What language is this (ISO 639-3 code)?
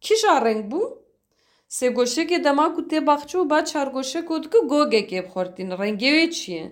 kur